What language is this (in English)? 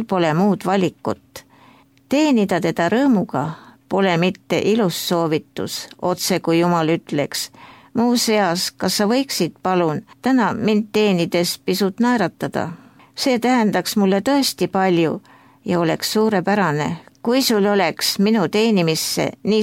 Estonian